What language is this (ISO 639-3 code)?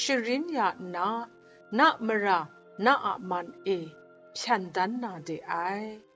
kac